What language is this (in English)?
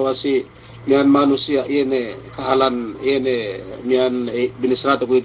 Yakan